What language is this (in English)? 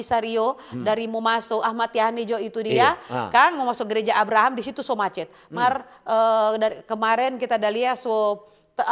Manado Malay